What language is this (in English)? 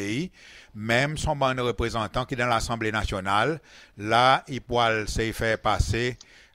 Seselwa Creole French